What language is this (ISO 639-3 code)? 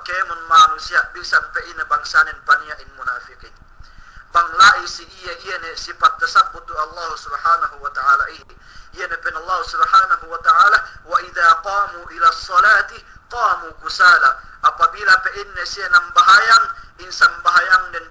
yka